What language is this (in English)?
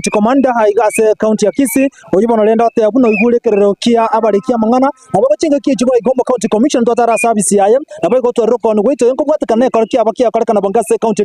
Gusii